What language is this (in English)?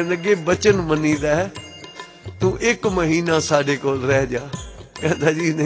Punjabi